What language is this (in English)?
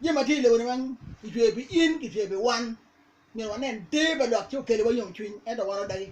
Acoli